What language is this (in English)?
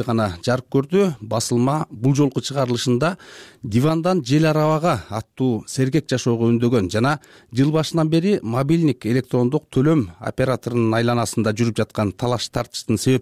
Kyrgyz